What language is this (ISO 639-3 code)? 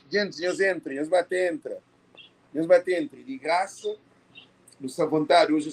kea